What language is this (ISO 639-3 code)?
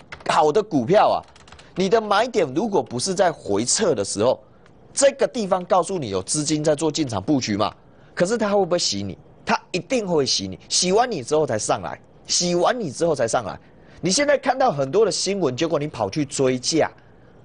zho